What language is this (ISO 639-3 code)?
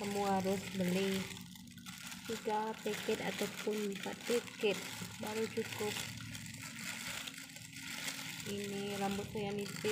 msa